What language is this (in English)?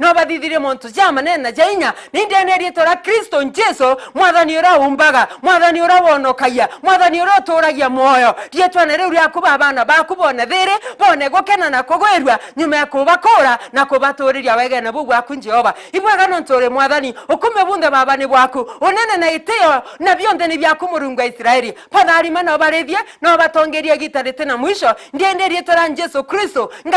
Meru